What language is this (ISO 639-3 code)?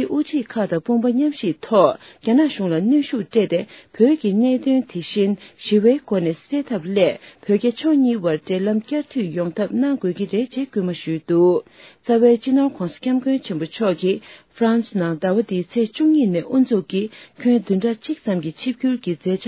bod